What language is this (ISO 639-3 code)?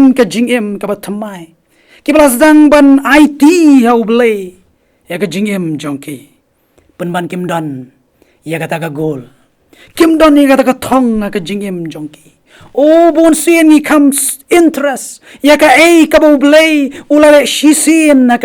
kha